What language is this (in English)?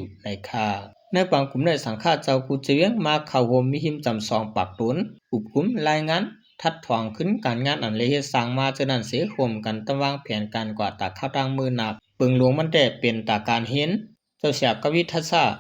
Shan